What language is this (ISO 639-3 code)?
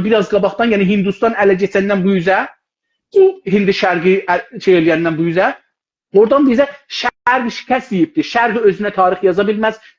azb